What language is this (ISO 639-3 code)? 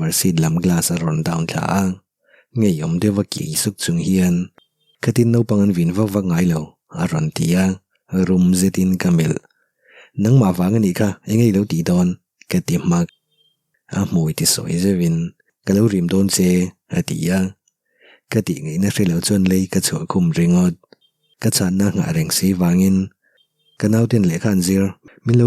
lus